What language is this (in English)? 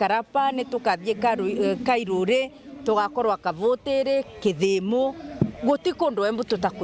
Meru